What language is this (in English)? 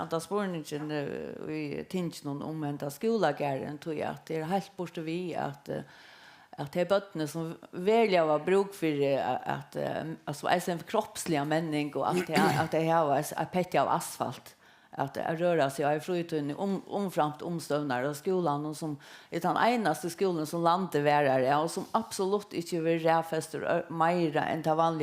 Faroese